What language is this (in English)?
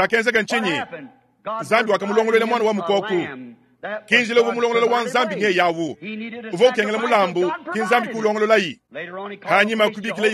Luba-Lulua